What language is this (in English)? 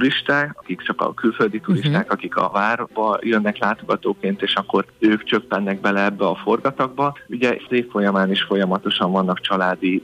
Hungarian